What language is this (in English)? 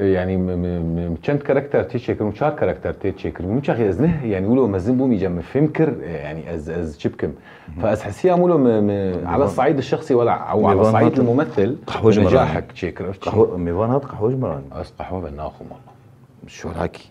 Kurdish